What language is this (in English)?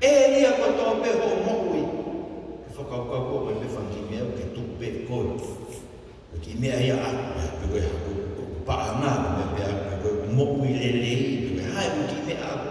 Tongan